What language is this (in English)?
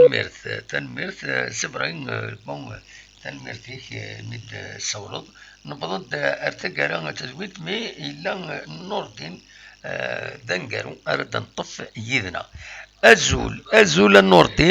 Kabyle